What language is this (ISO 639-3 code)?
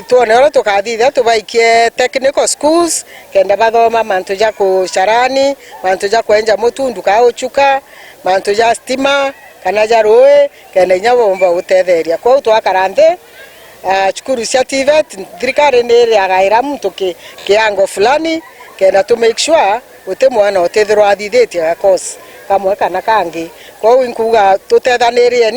mer